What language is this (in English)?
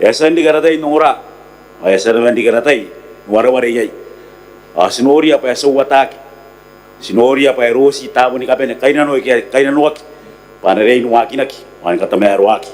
Gilbertese